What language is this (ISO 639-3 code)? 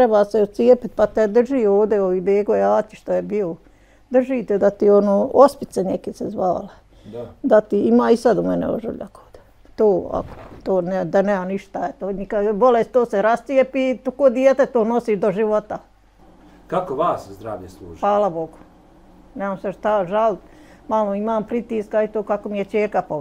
bos